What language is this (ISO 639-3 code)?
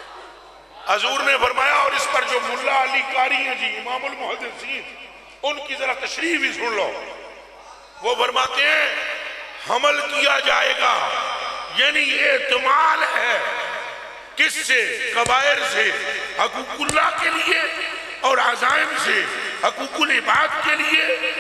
urd